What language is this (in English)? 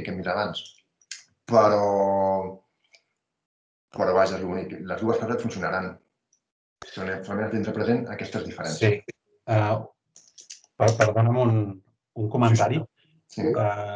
Catalan